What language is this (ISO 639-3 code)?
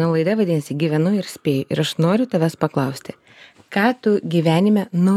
lit